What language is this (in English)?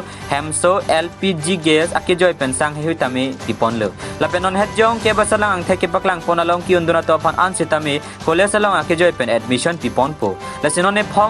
Karbi